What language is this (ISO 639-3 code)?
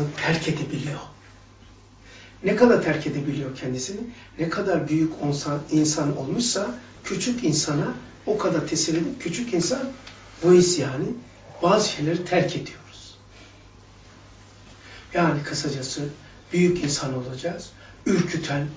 tur